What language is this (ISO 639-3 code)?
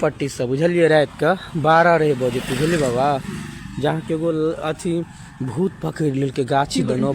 mai